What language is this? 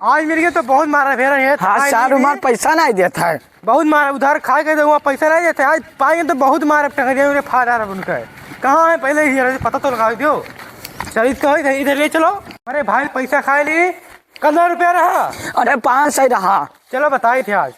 Awadhi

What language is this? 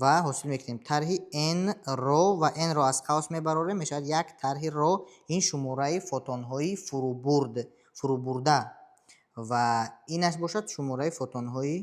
Tajik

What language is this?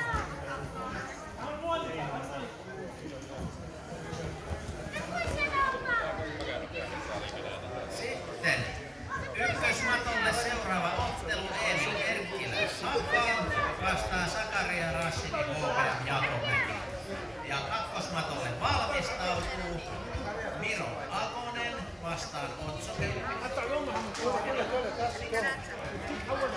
Finnish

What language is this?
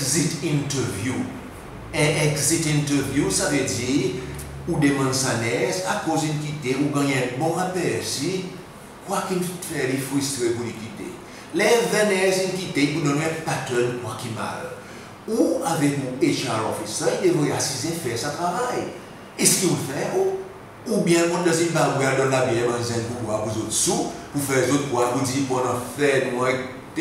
Seselwa Creole French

